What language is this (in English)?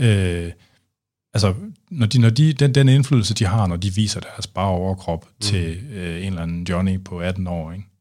Danish